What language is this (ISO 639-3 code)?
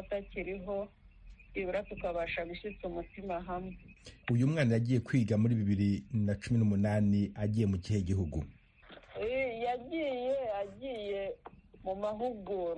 kin